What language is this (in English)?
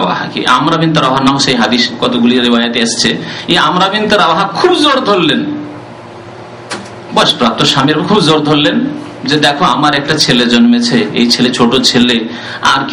Bangla